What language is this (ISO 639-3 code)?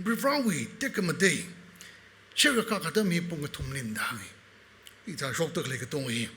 nmf